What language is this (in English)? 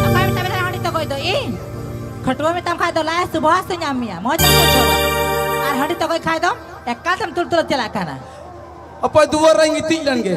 Santali